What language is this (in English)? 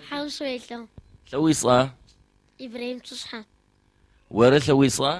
Adyghe